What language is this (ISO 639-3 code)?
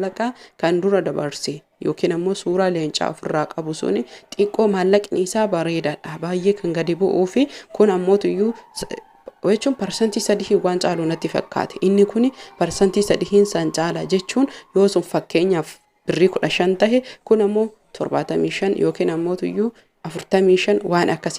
orm